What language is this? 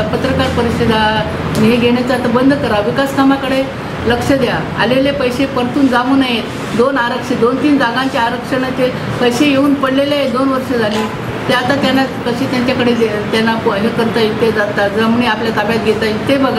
Marathi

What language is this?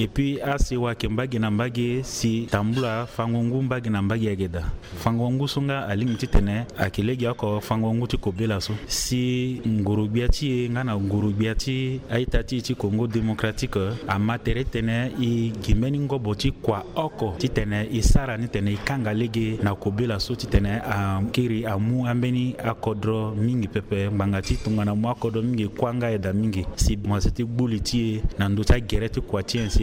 Sango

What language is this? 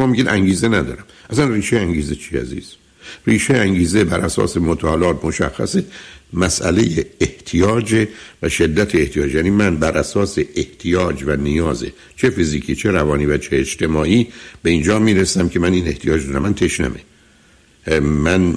Persian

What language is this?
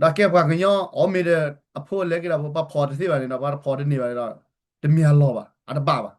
S'gaw Karen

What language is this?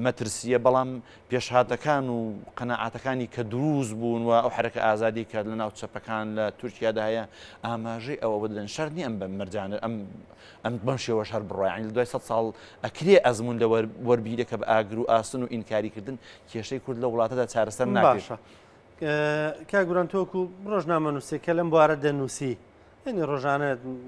Central Kurdish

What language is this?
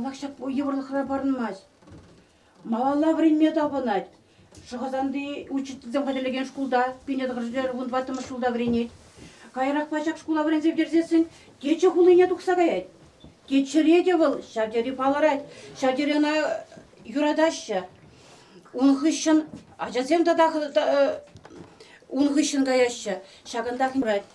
Chuvash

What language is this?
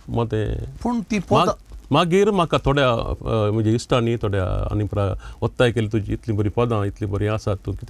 Konkani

